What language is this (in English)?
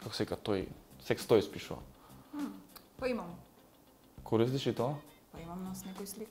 Macedonian